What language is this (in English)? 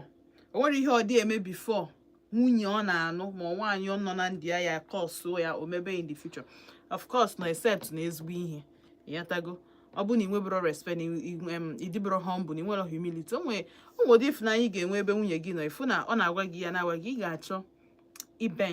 Igbo